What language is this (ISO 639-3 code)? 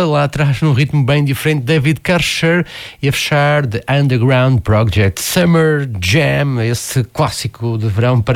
por